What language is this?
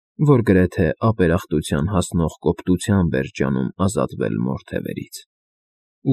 Armenian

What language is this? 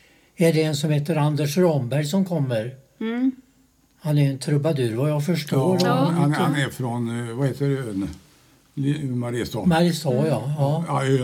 Swedish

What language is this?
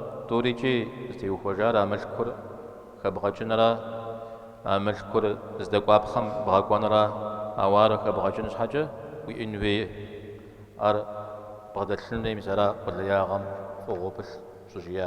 Kabardian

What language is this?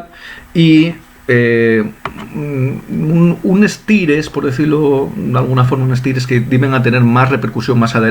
Asturian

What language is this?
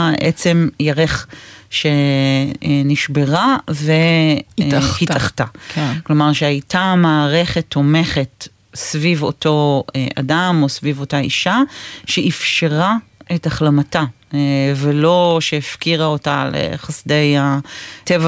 Hebrew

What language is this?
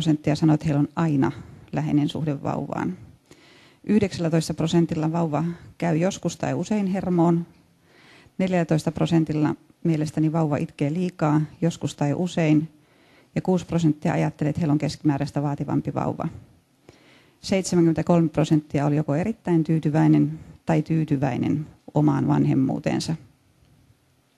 Finnish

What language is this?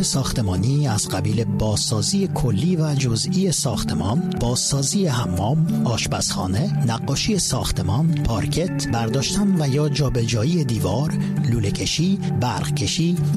Persian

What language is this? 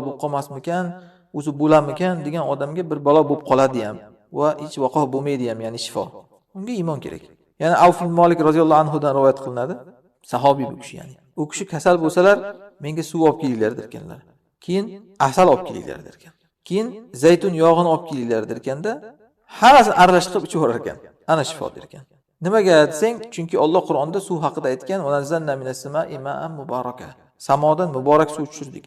Uzbek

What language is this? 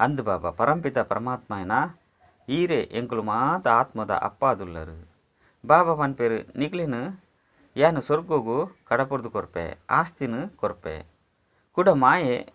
Tulu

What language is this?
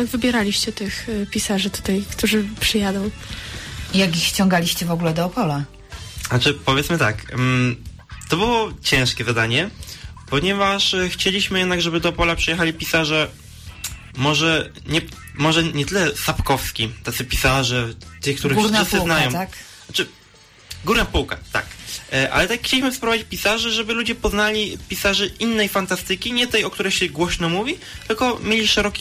Polish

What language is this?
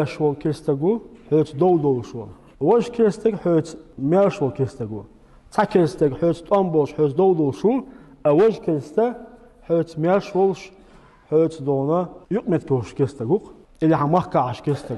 Chechen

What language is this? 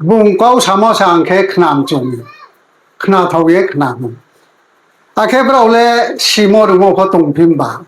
Riang (India)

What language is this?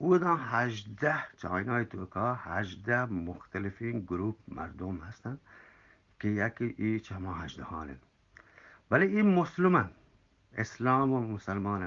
Eastern Balochi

